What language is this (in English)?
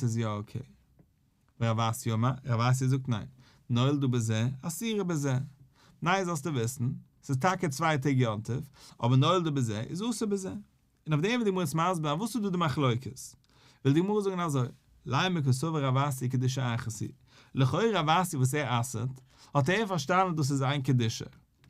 Yiddish